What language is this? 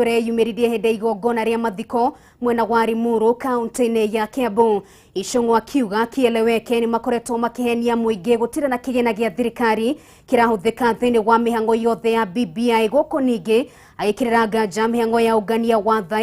Kikuyu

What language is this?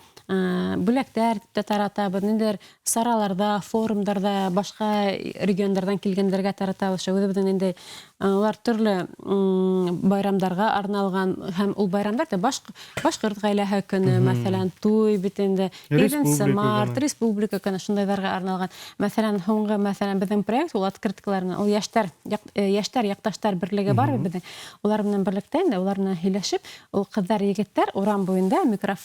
Bashkir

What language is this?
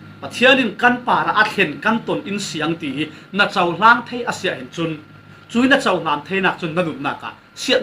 Falam Chin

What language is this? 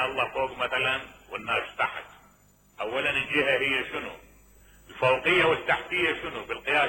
Mesopotamian Arabic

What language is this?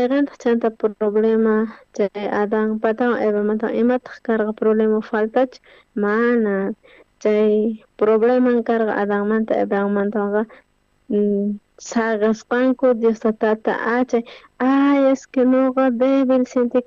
South Bolivian Quechua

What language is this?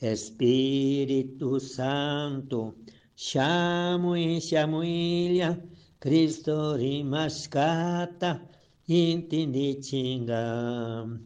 Chimborazo Highland Quichua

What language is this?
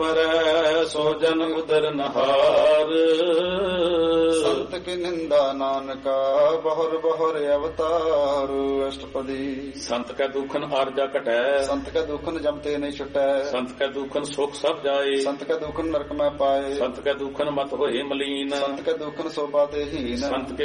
Punjabi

